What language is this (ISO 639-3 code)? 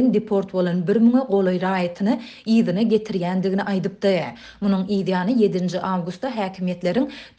tuk